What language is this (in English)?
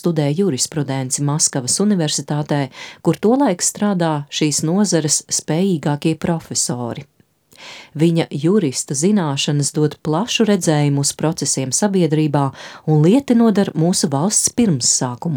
Latvian